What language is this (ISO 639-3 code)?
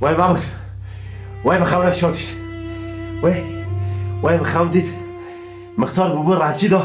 kur